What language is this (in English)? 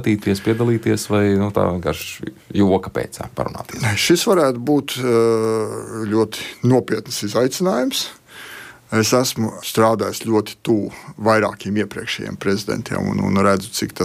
Latvian